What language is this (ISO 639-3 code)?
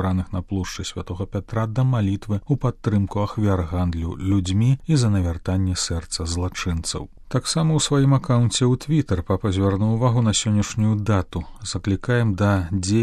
bel